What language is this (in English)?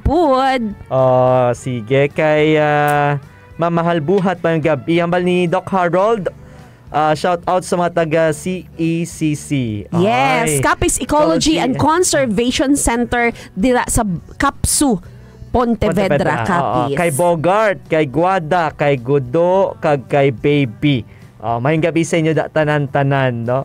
Hiligaynon